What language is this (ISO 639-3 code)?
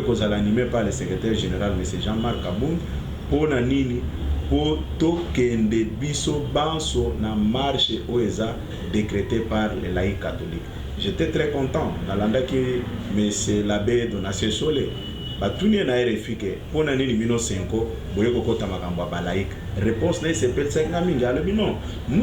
lin